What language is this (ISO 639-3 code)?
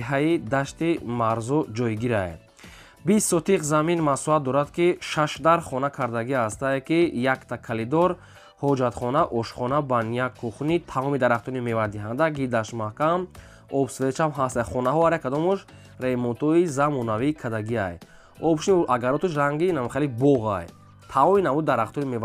tgk